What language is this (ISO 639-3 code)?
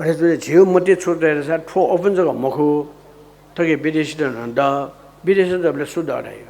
new